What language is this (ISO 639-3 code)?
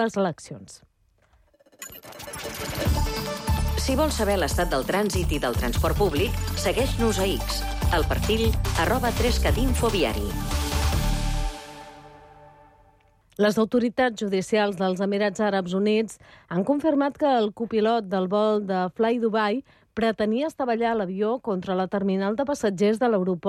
cat